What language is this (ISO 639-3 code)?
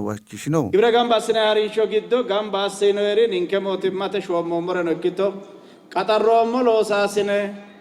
sid